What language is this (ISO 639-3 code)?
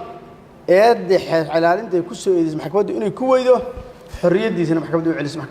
som